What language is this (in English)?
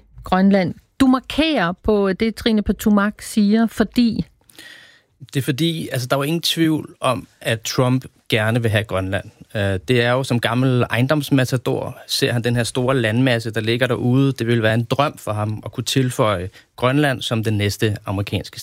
Danish